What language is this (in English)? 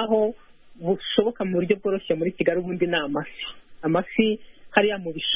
Kinyarwanda